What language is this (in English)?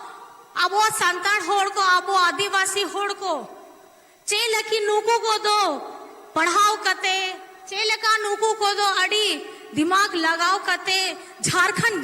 Santali